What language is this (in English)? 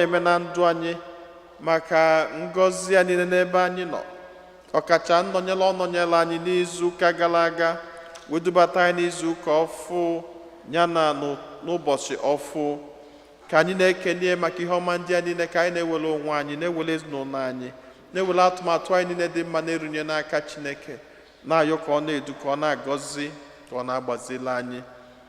Igbo